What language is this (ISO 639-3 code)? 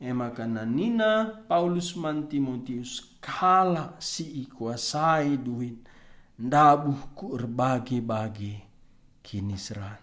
btx